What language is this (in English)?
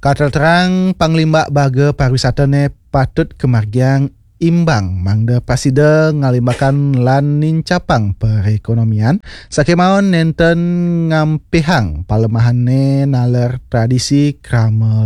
Balinese